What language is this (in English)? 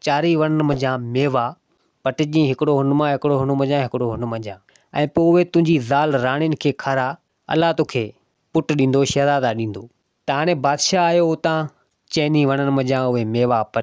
Sindhi